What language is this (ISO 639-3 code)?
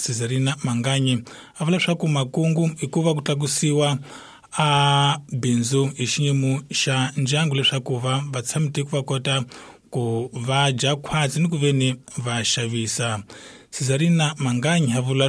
tso